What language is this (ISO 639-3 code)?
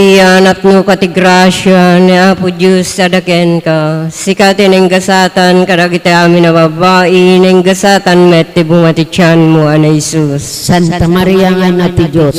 ilo